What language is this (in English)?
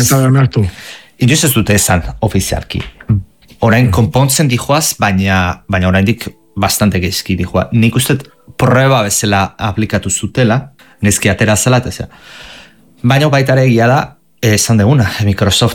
Basque